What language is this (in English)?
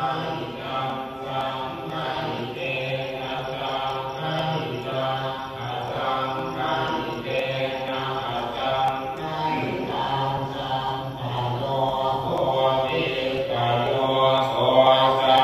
Pali